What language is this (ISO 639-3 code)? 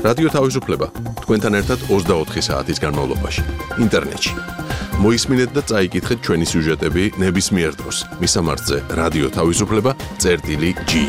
kat